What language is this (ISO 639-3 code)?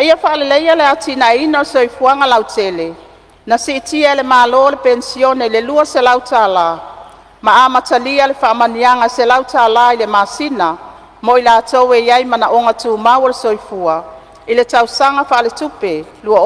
smo